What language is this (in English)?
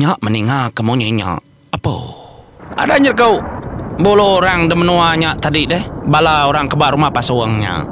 Iban